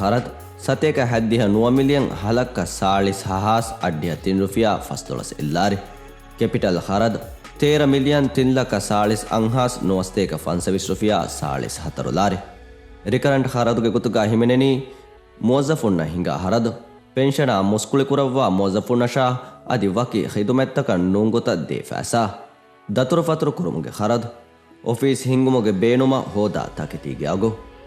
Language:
Divehi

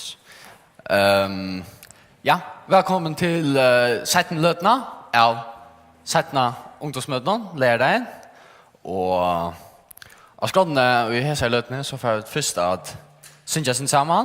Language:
Faroese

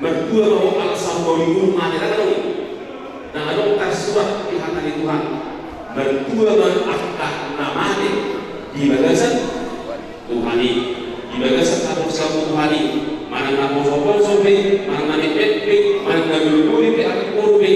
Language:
Batak Toba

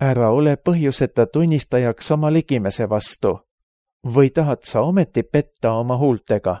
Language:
Estonian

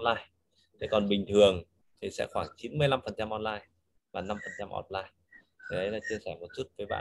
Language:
Vietnamese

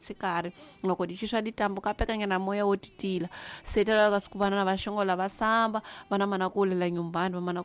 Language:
Tsonga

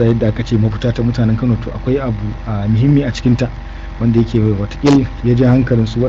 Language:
Hausa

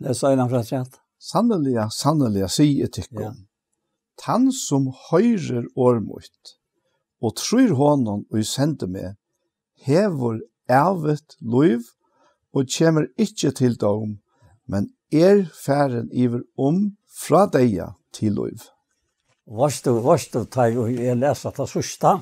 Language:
Faroese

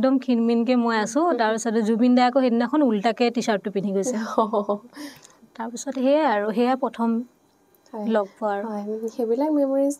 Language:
Assamese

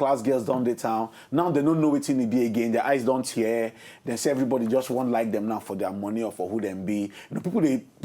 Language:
Nigerian Pidgin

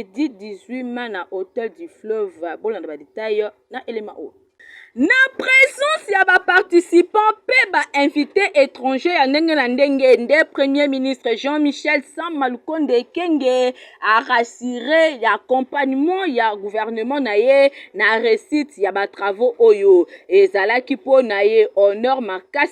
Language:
Lingala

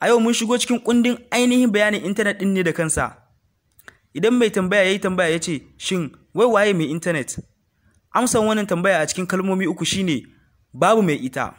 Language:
Hausa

